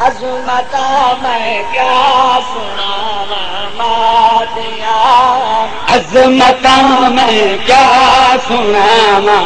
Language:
Saraiki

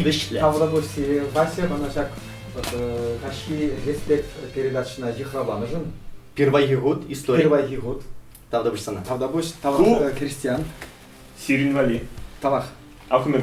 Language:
Chuvash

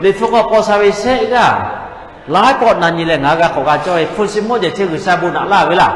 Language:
Lahu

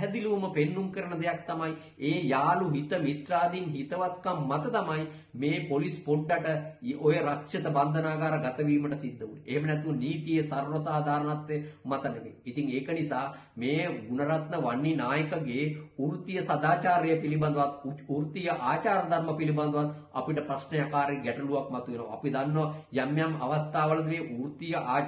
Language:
Sinhala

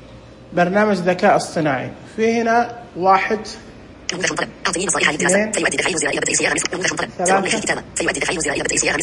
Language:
Najdi Arabic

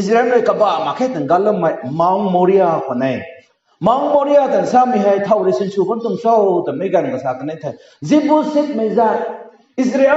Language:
Rongmei Naga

